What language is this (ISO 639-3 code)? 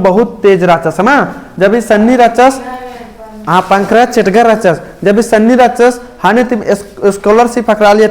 kru